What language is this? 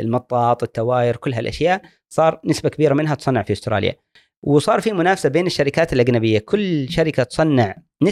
Gulf Arabic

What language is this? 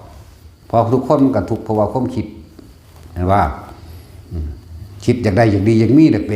Lao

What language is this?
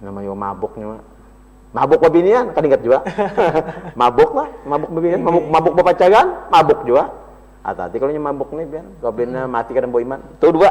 Banjar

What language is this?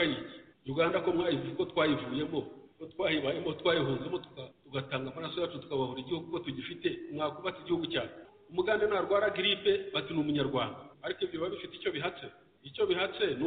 Kinyarwanda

